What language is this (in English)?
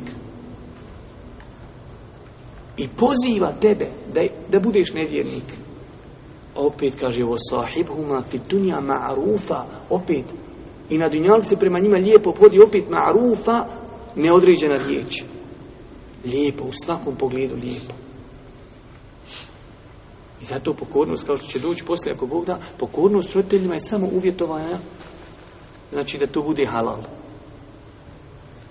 Bosnian